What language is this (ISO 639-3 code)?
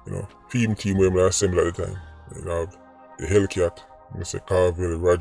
jam